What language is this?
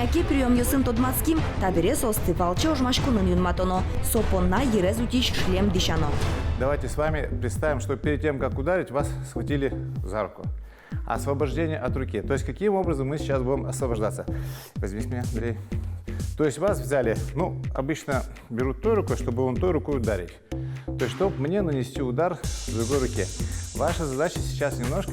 Udmurt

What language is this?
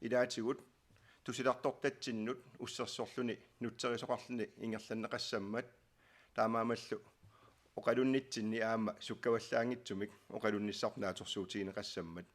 Kalaallisut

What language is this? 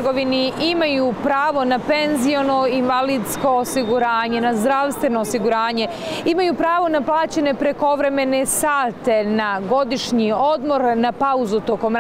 Bosnian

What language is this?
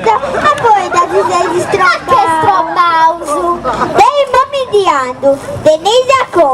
Sardinian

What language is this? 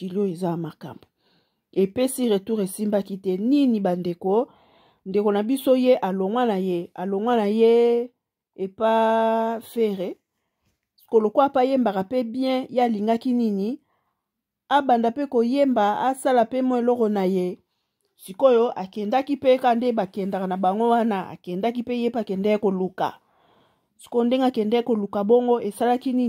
Lingala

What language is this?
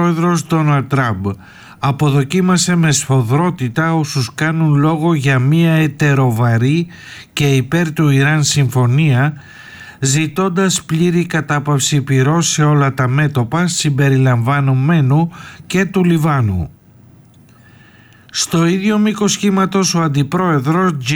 Greek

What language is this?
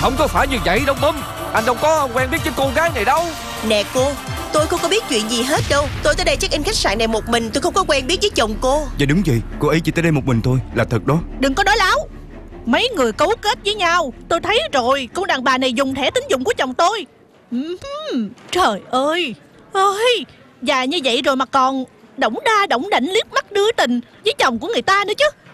Vietnamese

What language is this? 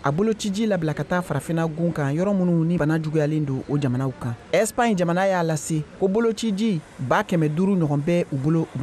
Bambara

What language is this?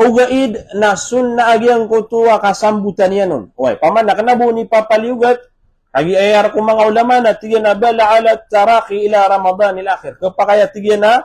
Maranao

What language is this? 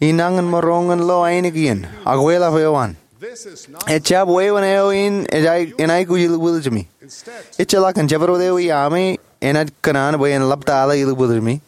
Marshallese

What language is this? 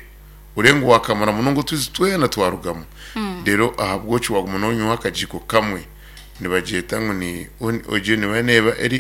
Nyankole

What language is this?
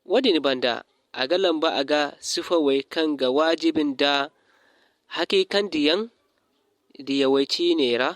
Zarma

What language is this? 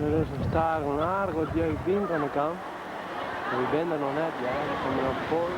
Western Frisian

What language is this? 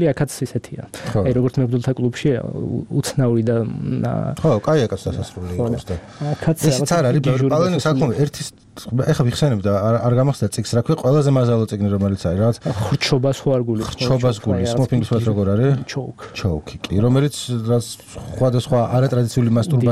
Georgian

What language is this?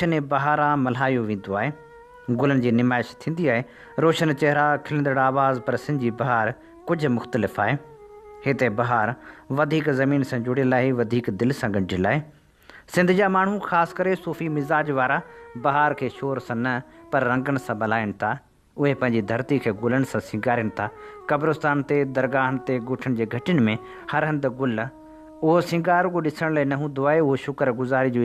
Sindhi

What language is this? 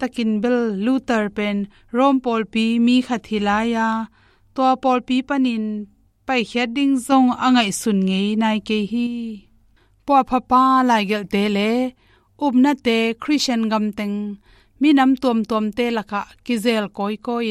Tedim Chin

